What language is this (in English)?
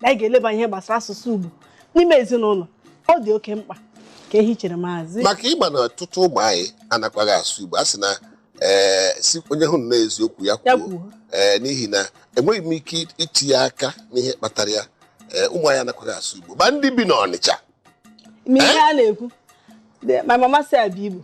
Igbo